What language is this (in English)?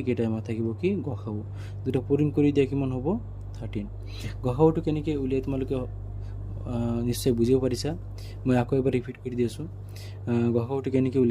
Assamese